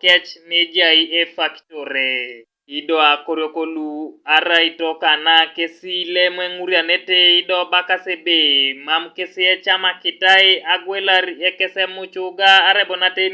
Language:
Teso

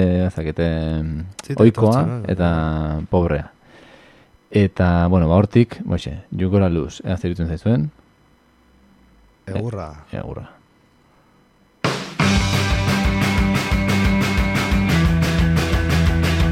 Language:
Basque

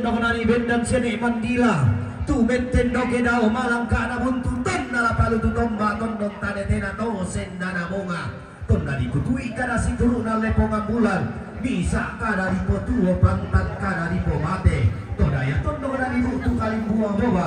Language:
Toraja-Sa'dan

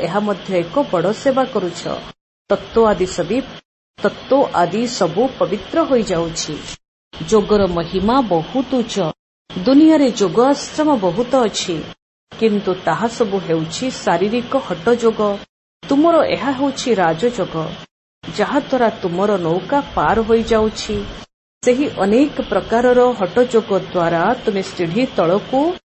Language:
Odia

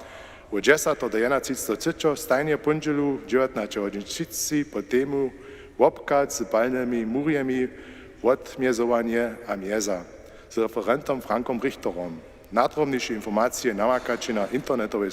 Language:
Upper Sorbian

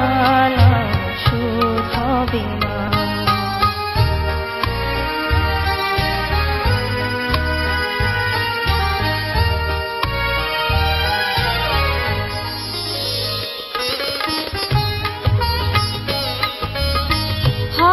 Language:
Bangla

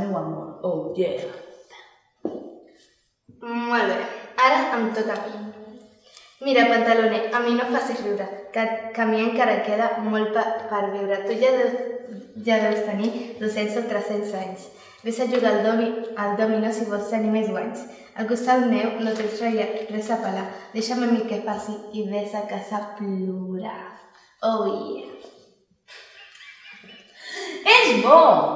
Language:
Catalan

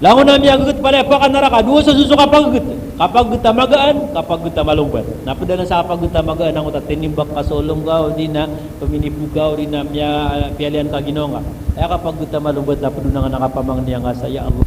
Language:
Maranao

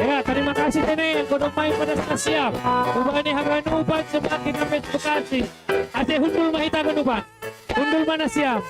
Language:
Batak Simalungun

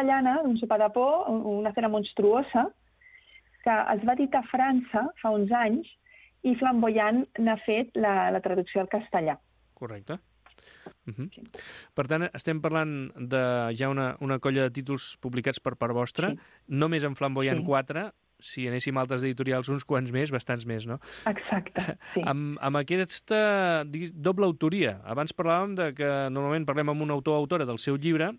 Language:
Catalan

